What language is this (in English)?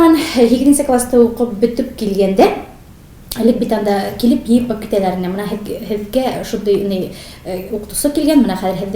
Tatar